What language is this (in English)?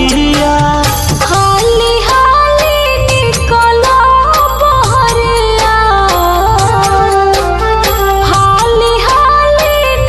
Bhojpuri